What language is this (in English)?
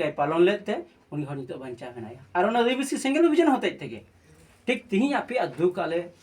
Santali